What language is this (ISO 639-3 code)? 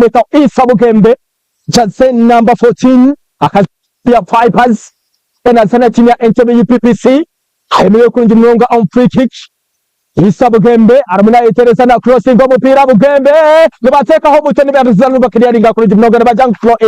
nyn